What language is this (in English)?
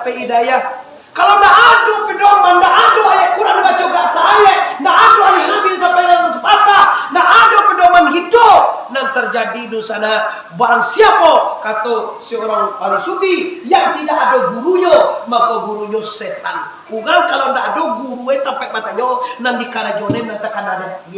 Minangkabau